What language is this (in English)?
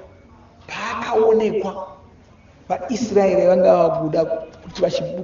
Shona